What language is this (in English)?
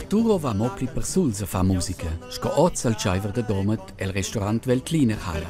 Romansh